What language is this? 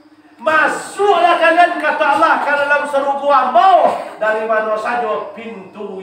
Minangkabau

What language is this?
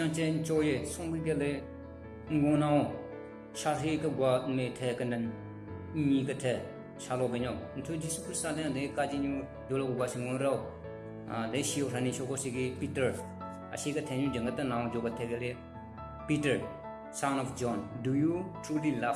Southern Rengma Naga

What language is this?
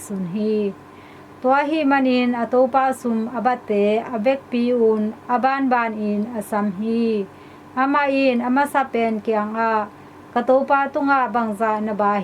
Tedim Chin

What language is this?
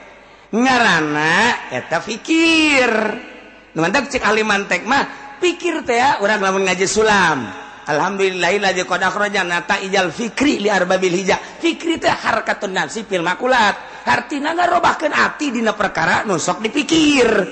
Sundanese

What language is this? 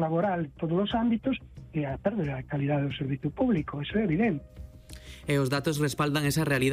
Galician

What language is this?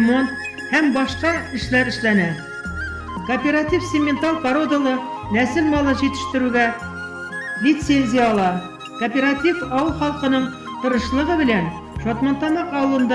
Bashkir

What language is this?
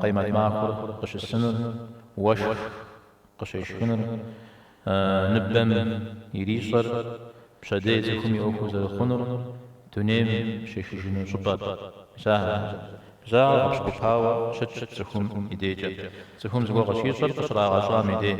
Kabardian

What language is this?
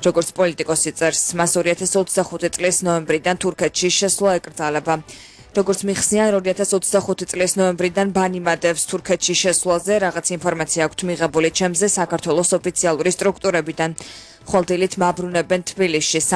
Georgian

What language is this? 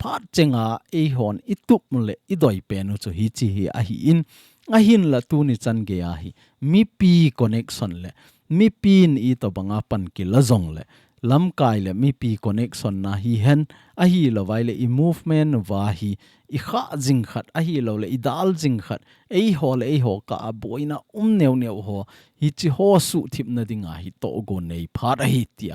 Thado Chin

